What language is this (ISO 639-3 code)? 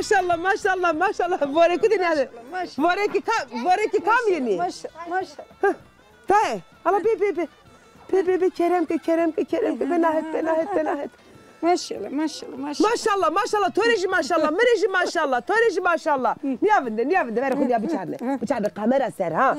zza